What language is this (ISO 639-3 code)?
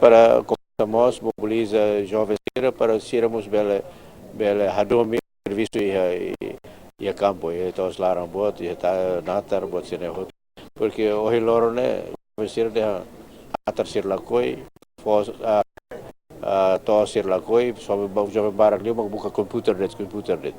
tet